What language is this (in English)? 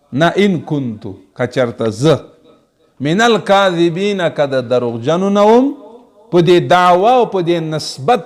Pashto